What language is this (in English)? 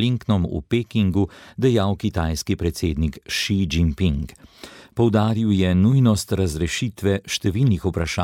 Slovenian